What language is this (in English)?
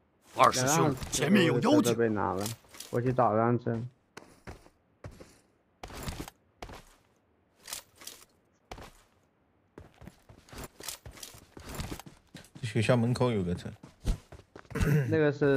Chinese